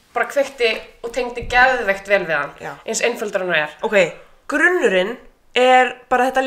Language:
Icelandic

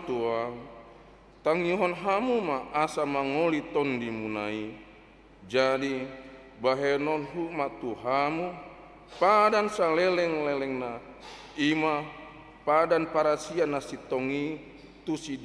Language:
Batak Toba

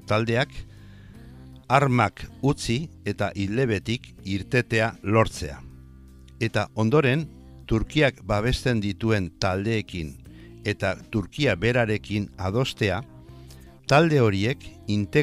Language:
Basque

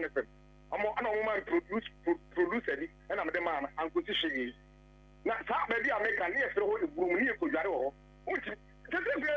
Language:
Akan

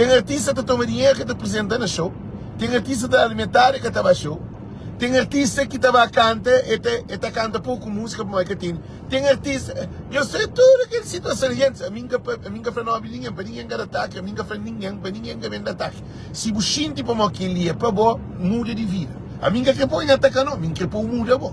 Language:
Kabuverdianu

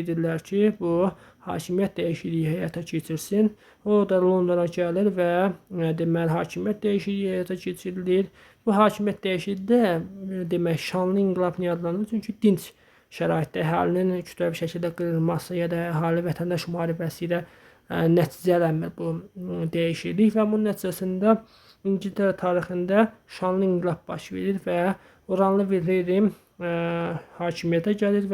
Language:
Azerbaijani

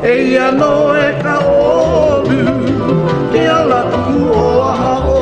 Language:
Hawaiian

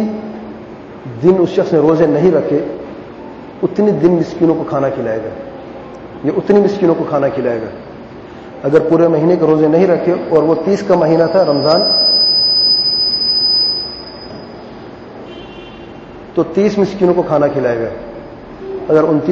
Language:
Urdu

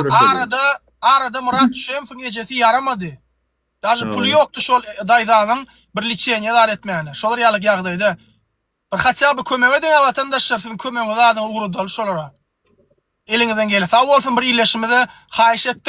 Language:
Turkmen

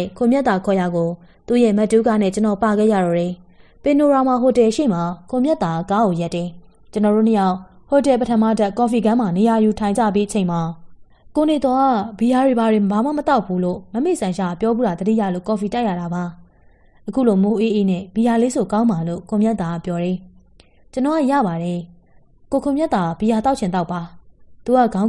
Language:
Burmese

